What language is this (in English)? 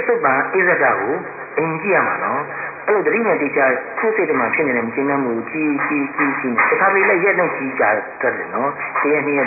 Burmese